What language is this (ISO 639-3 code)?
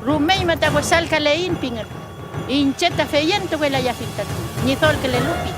arn